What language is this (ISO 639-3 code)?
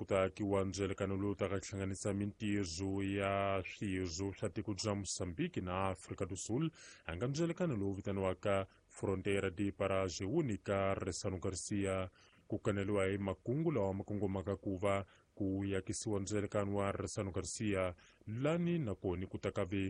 tso